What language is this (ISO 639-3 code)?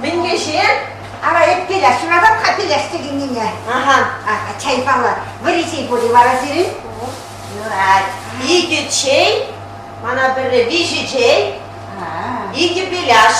chv